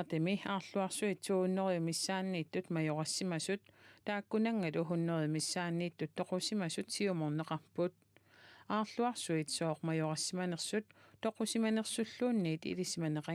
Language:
Kalaallisut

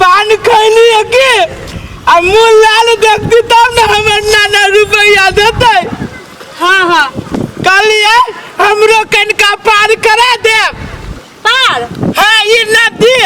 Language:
Maithili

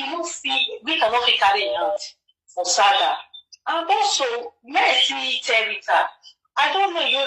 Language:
Nigerian Pidgin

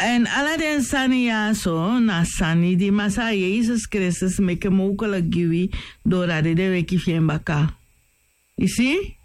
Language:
Sranan Tongo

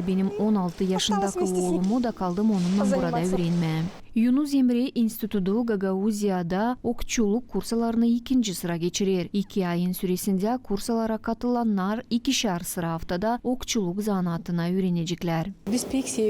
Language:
Gagauz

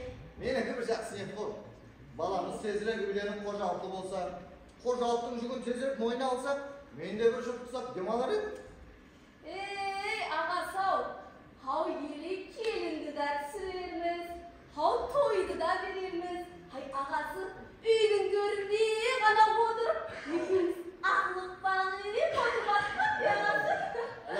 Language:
Kara-Kalpak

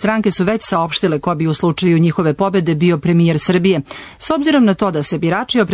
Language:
Serbian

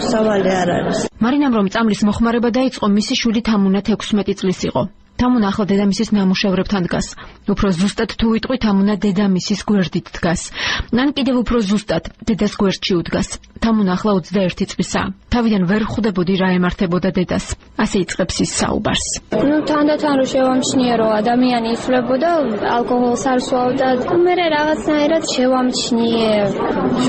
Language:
Georgian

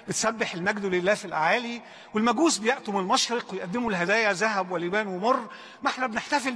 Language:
Egyptian Arabic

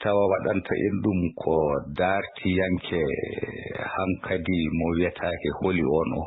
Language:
Fula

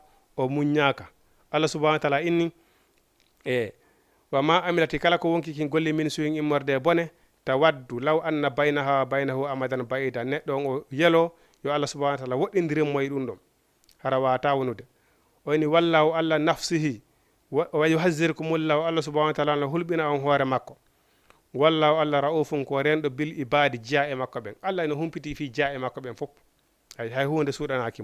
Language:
Fula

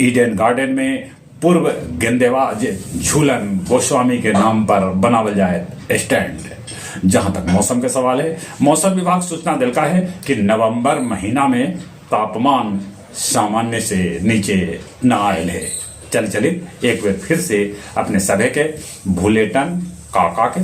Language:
Magahi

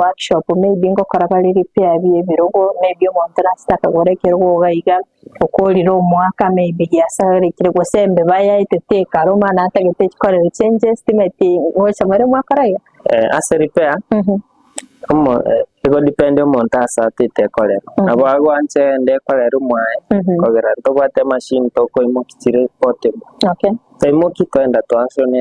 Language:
Gusii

